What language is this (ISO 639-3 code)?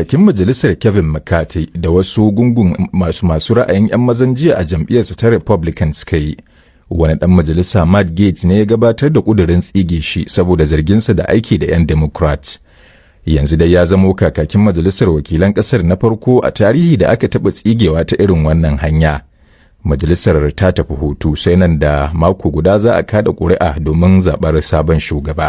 hau